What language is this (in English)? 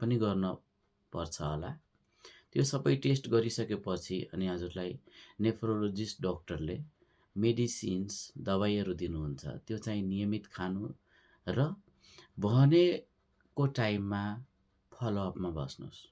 Nepali